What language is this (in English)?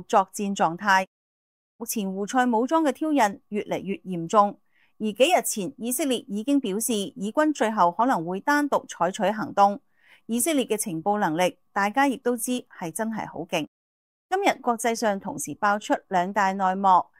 Cantonese